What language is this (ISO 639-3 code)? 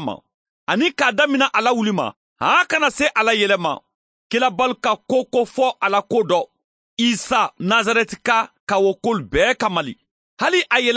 man